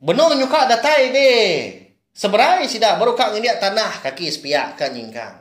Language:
Iban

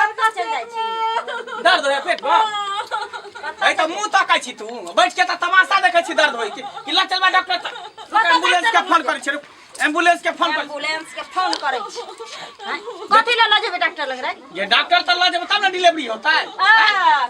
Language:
Maithili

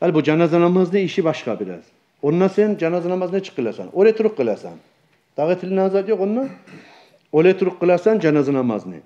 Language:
Kumyk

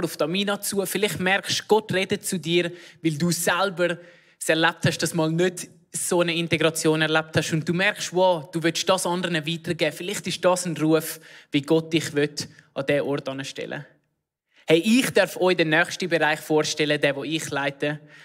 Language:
Swiss German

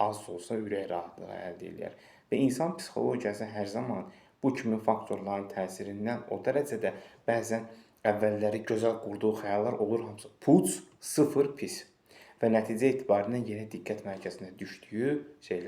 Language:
Azerbaijani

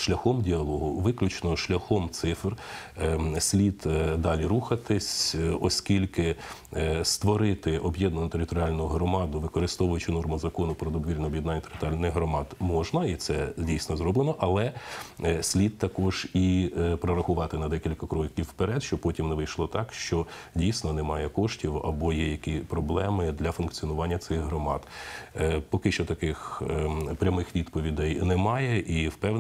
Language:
Ukrainian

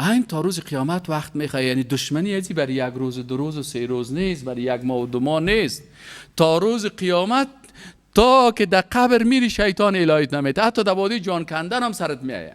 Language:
Persian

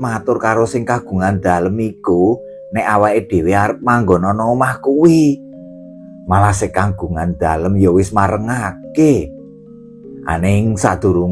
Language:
Javanese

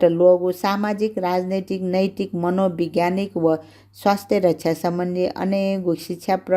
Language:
Newari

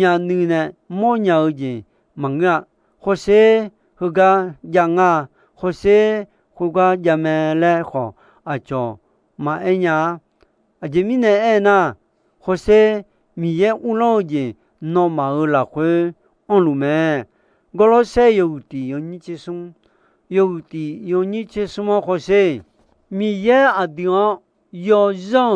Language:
Akha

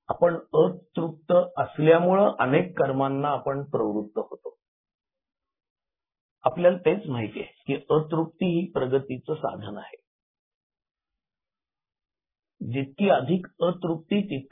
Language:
Marathi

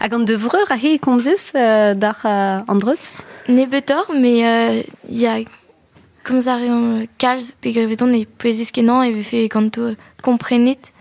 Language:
Breton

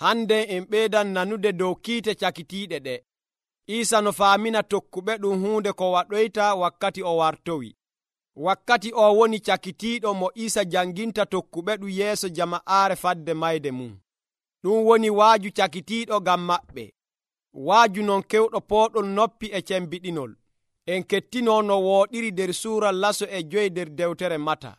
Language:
Nigerian Fulfulde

